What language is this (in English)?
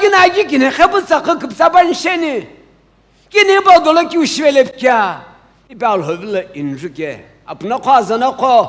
Sumi Naga